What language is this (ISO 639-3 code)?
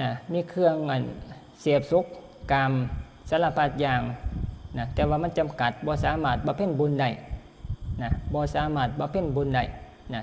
tts